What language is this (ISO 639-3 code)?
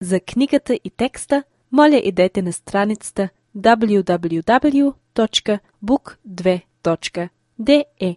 bul